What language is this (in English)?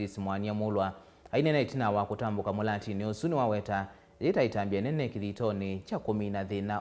Kamba